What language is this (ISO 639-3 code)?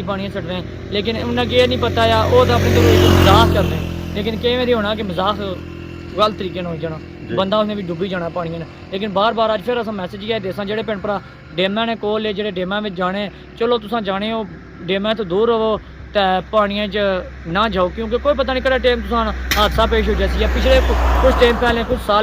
phr